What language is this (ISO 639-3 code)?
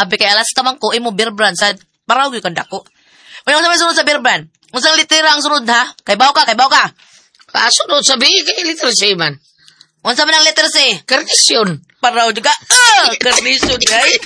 ceb